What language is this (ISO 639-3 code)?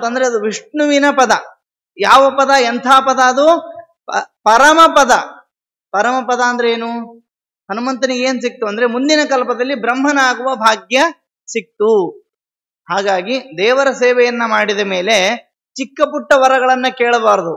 kan